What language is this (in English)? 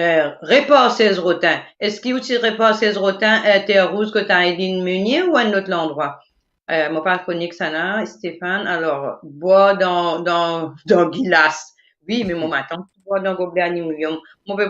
Morisyen